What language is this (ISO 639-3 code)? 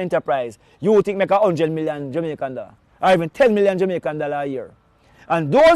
jam